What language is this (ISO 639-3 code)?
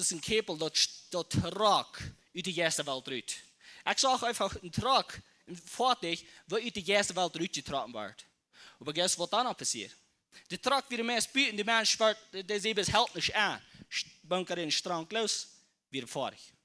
pdt